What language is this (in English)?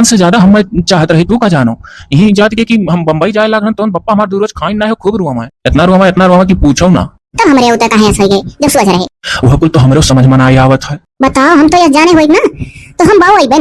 Awadhi